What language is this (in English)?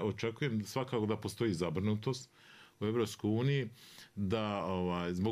Bosnian